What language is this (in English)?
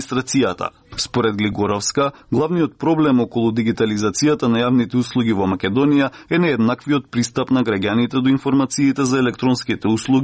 Macedonian